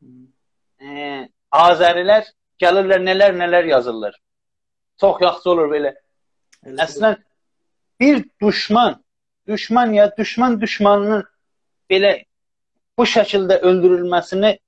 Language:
South Azerbaijani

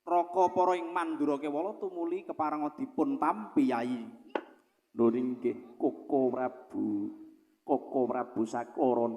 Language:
Javanese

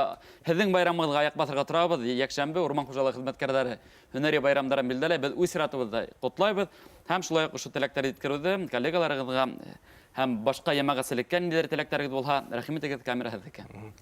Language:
Bashkir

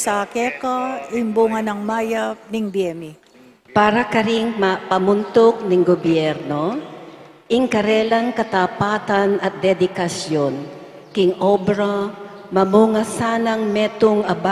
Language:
Pampanga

